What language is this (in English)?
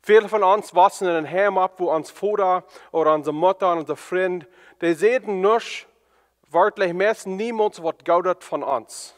Plautdietsch